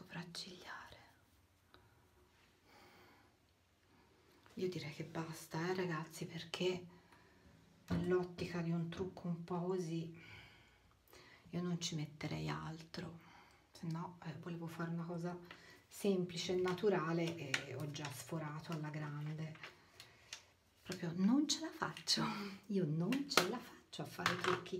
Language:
Italian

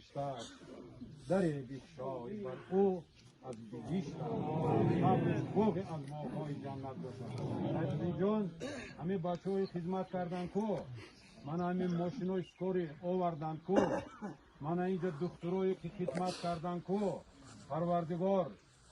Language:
Tajik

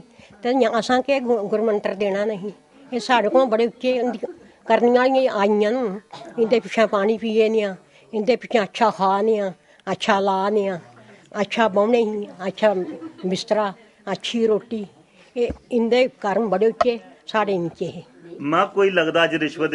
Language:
Dogri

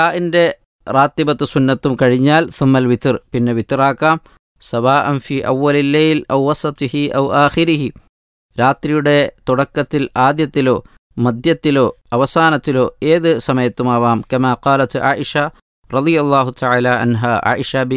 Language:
Malayalam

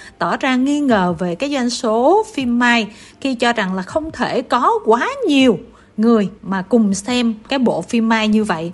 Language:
Vietnamese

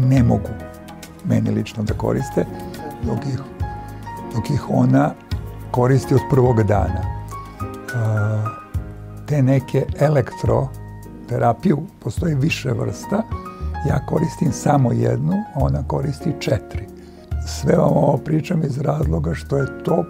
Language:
Serbian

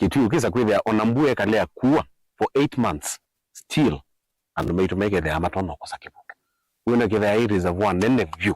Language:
Kamba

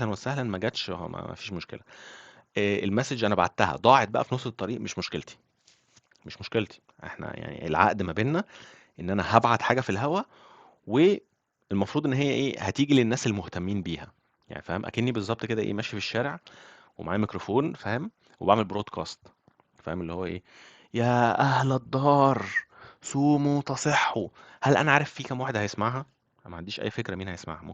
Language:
Egyptian Arabic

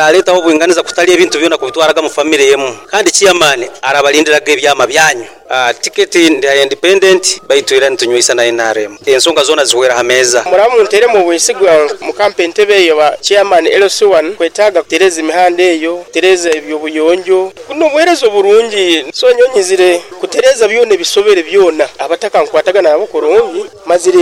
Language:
Nyoro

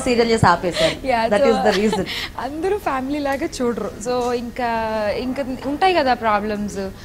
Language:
Telugu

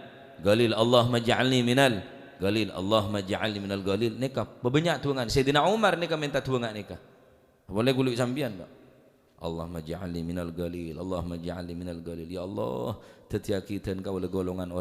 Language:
Madurese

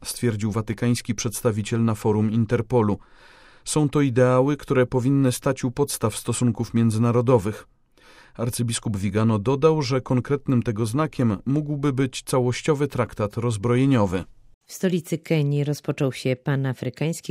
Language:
Polish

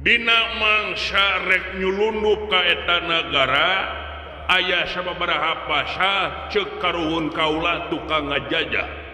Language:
Sundanese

